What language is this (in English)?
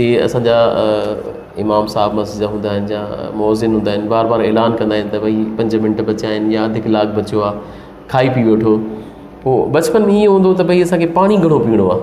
Sindhi